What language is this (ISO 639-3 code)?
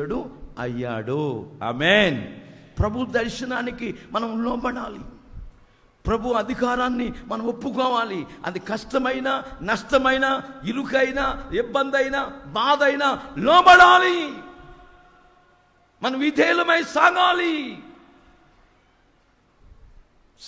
tel